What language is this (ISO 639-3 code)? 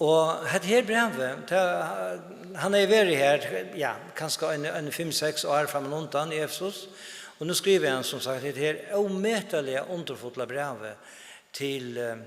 fao